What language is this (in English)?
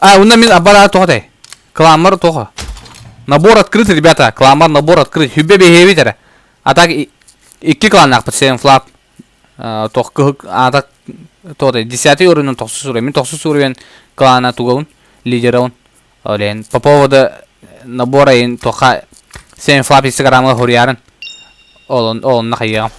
Yakut